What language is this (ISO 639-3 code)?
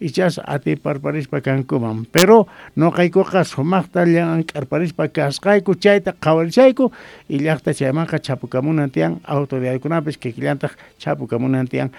que